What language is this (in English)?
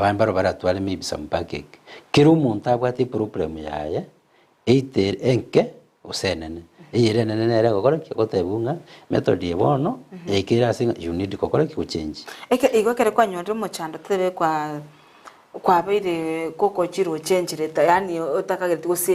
Gusii